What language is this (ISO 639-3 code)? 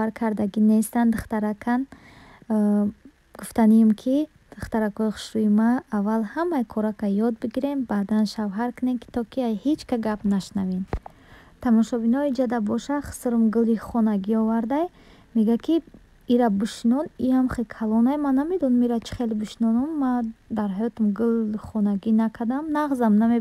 tgk